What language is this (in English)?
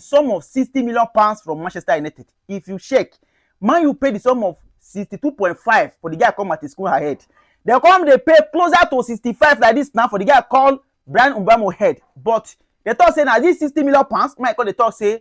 Nigerian Pidgin